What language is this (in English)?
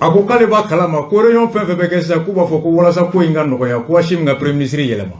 Bambara